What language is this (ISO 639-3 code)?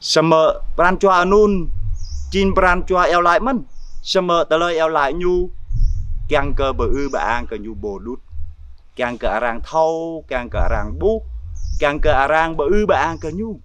jra